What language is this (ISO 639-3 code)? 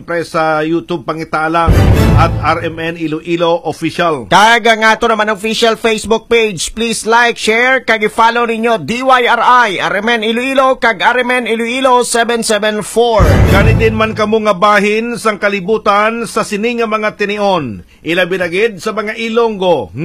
hil